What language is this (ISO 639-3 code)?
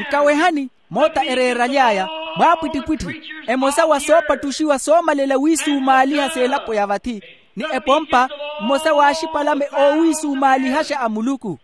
vmw